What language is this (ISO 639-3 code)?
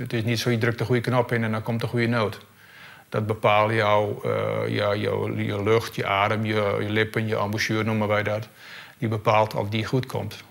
fry